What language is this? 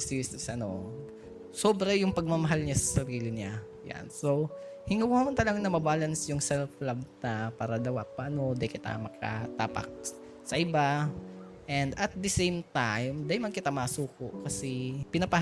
Bikol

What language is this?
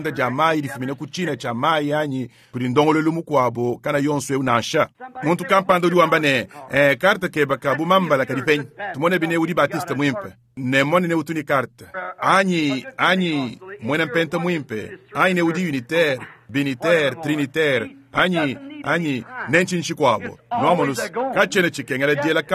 Luba-Lulua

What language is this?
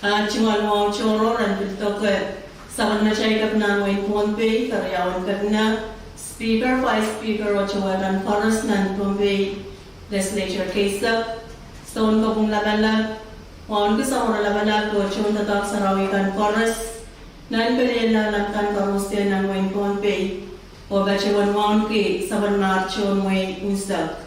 Pohnpeian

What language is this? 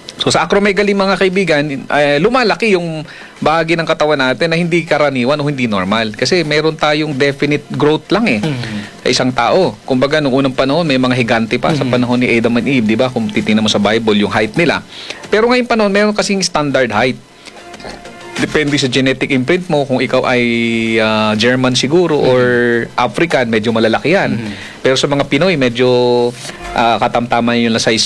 Filipino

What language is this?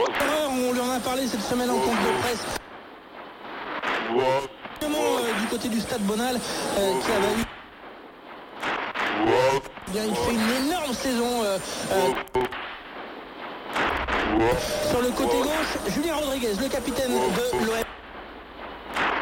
French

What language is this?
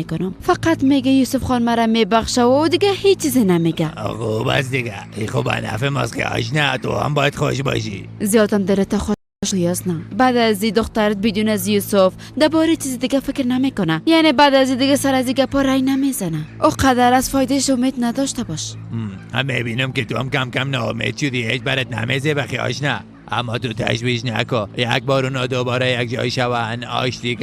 Persian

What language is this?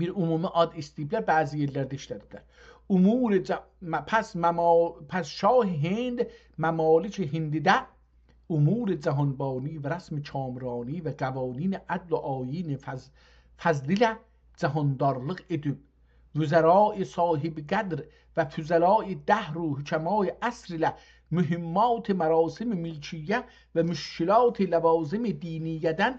South Azerbaijani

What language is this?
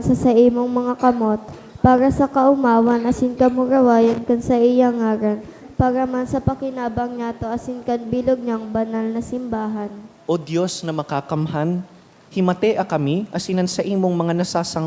Bikol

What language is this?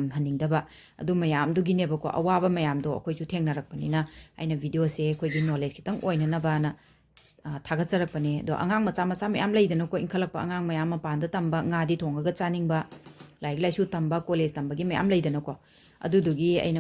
Manipuri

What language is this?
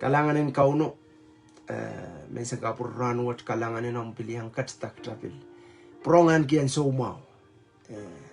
Pohnpeian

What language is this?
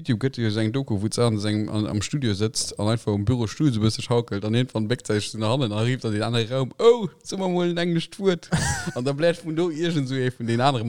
Luxembourgish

